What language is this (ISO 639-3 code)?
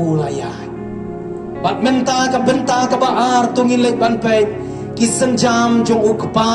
kha